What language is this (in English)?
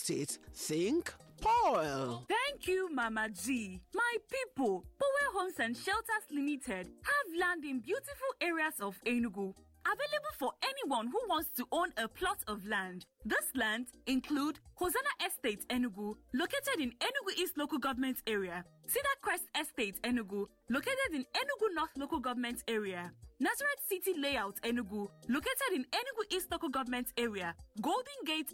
Igbo